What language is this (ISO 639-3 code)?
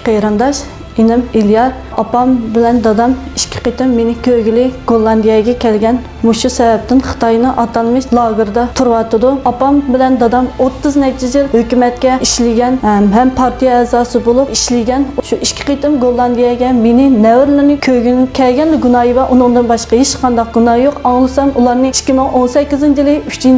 uig